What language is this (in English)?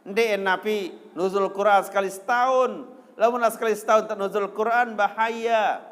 Sasak